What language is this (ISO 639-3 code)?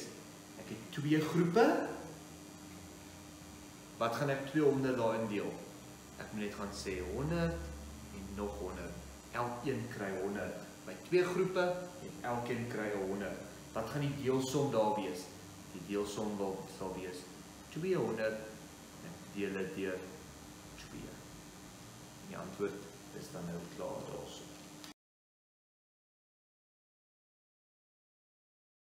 afr